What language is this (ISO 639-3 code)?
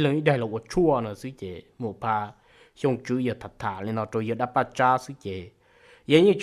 hmn